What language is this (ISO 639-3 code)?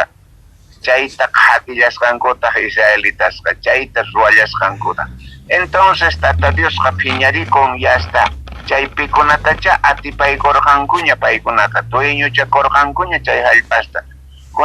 quh